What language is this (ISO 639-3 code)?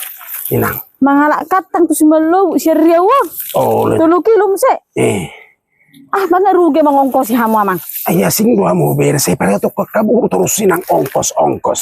bbc